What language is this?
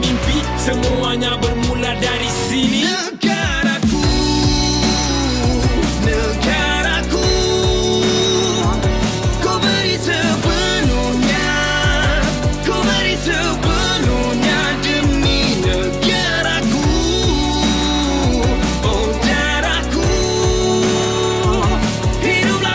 Malay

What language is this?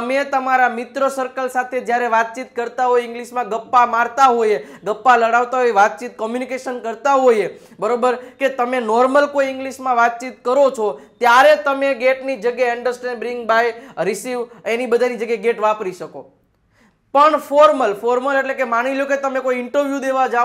Gujarati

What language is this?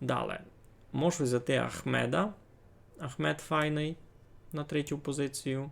Rusyn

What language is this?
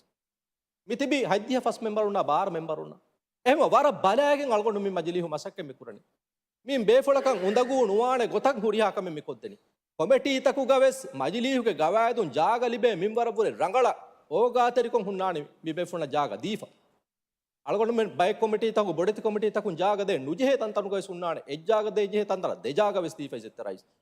Divehi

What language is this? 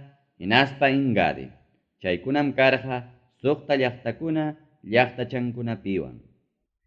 Ayacucho Quechua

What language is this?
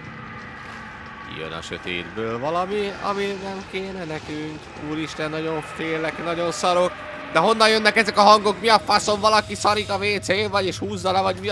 Hungarian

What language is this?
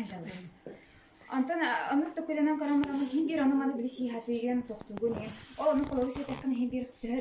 Yakut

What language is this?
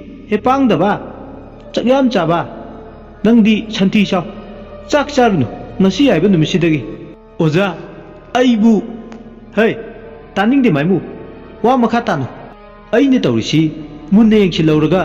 Manipuri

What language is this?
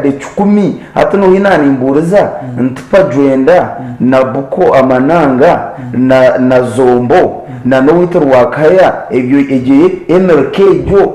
Nyankole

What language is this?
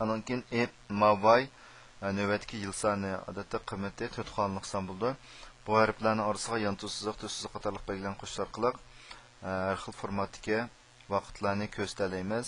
Uyghur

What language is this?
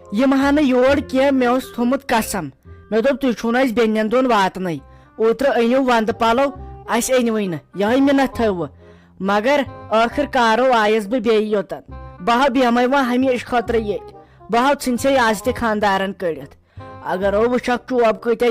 Kashmiri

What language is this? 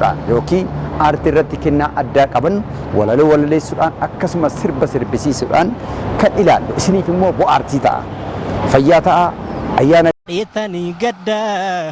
Oromo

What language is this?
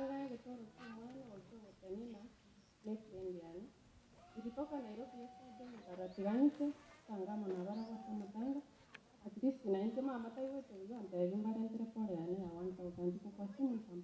Gusii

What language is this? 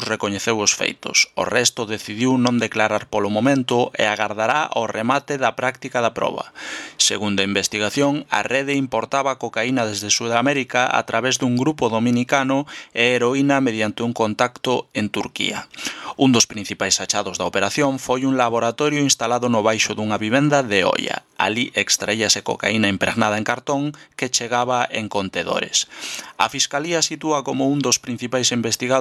Galician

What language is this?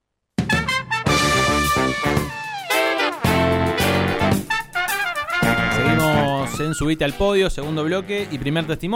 Spanish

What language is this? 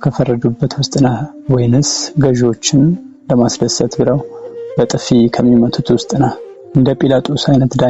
Amharic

